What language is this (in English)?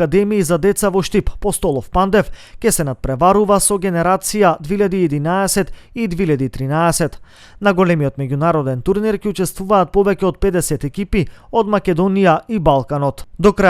Macedonian